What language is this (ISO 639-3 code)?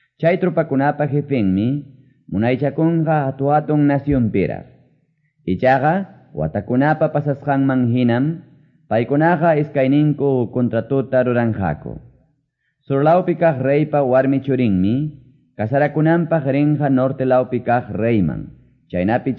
que